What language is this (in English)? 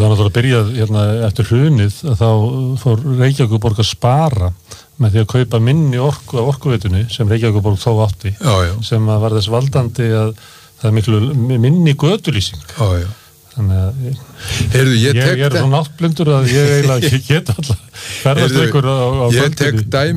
Icelandic